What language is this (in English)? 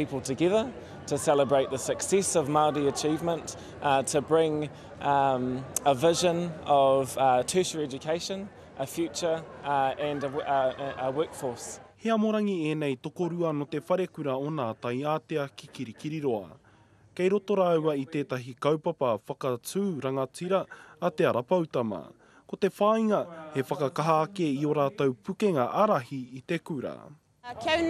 Māori